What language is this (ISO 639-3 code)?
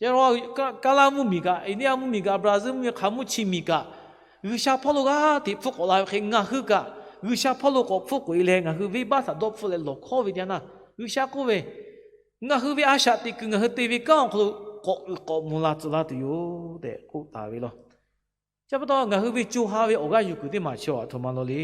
lhu